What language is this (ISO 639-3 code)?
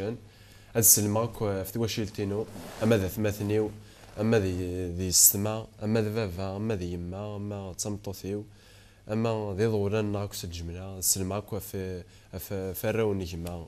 kab